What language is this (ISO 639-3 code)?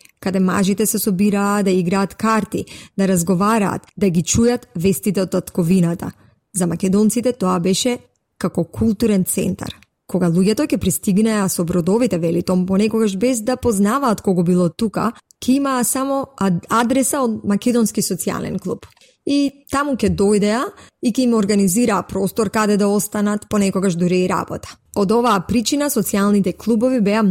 mkd